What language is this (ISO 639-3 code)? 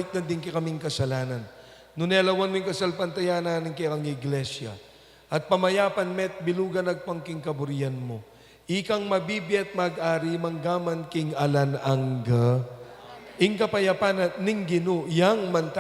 pam